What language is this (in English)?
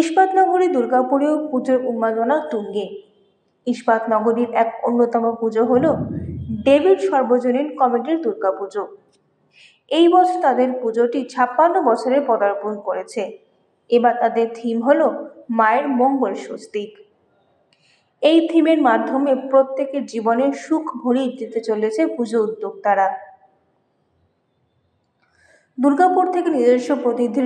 Bangla